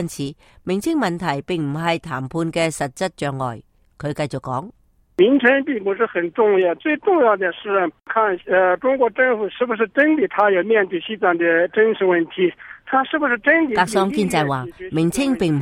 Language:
Cantonese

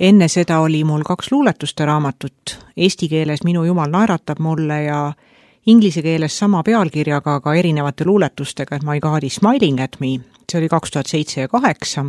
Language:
Estonian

